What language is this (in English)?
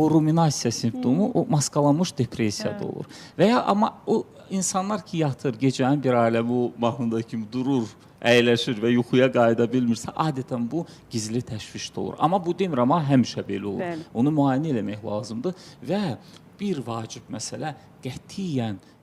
Azerbaijani